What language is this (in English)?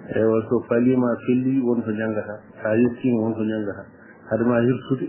Fula